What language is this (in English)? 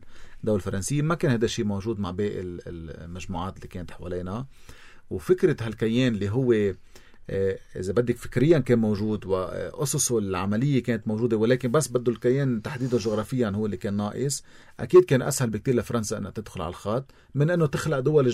North Levantine Arabic